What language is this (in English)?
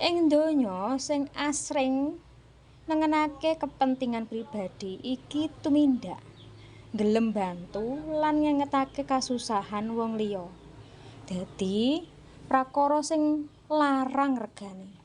Javanese